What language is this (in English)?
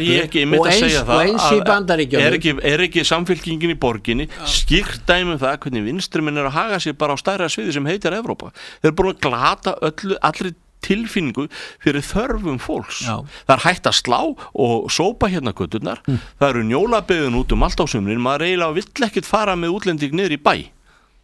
Icelandic